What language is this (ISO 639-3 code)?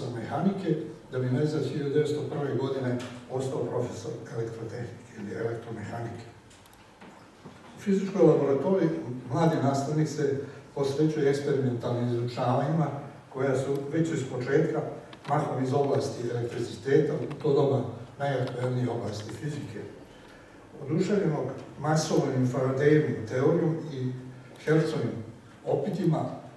srp